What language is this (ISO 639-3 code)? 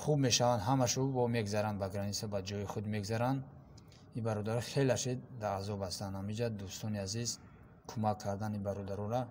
tgk